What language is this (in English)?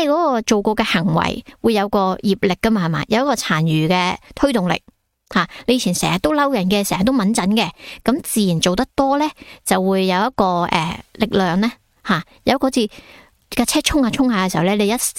Cantonese